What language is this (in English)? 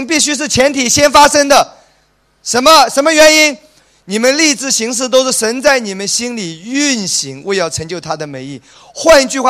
Chinese